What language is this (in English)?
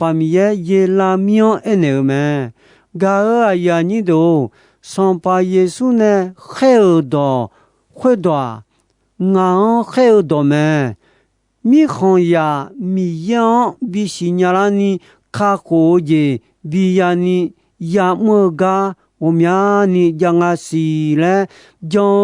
Akha